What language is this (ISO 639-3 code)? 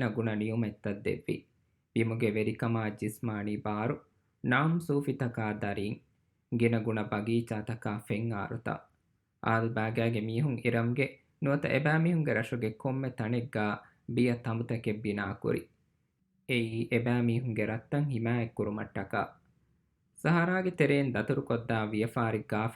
div